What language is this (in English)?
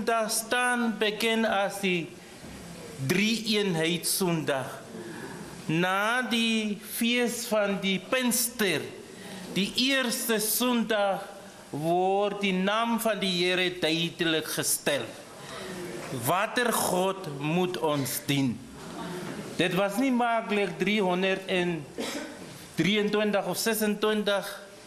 Afrikaans